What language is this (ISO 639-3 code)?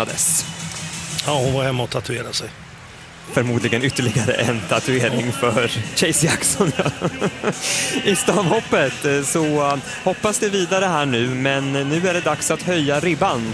swe